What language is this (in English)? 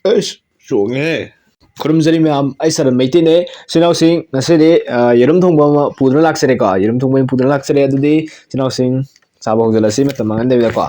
Manipuri